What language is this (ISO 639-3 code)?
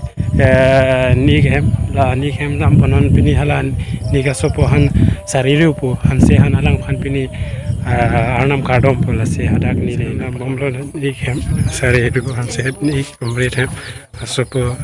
mjw